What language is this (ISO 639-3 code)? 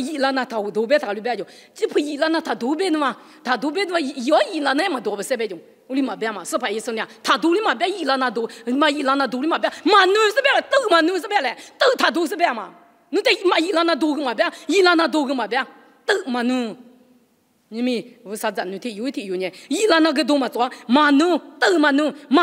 lis